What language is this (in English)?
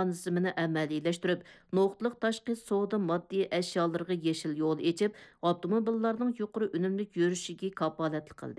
Uyghur